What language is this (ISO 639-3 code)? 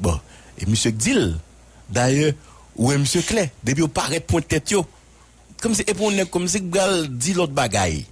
hat